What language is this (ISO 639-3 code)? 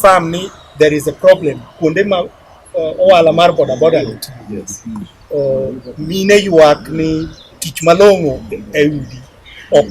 luo